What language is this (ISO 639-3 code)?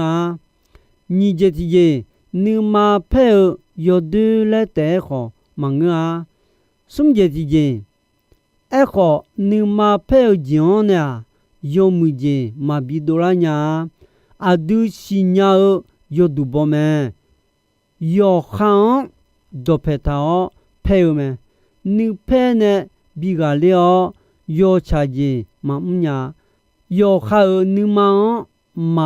ahk